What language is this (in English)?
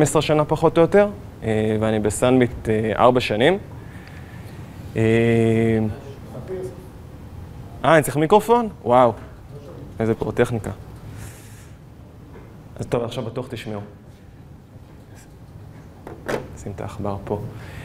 Hebrew